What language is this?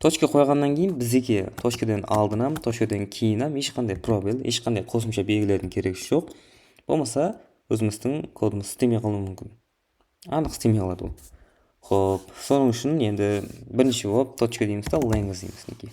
Kara-Kalpak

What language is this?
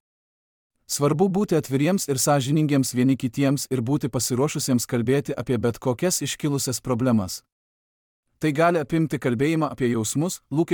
Lithuanian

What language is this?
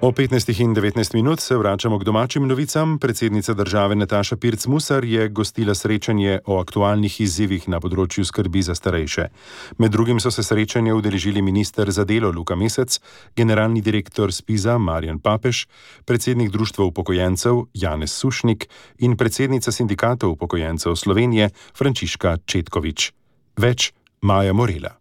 Slovenian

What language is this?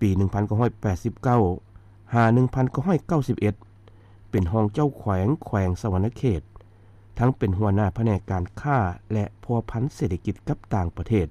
Lao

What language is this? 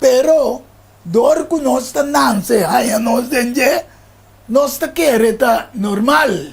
Papiamento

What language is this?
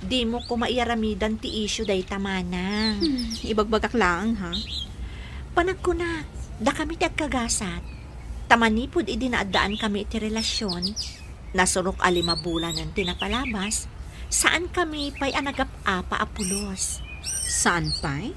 Iloko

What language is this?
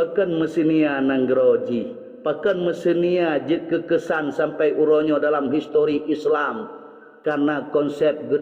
Achinese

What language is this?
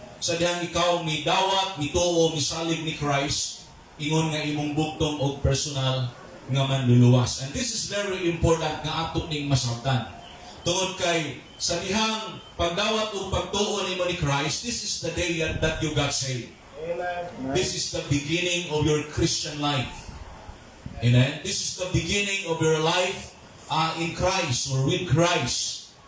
Cebuano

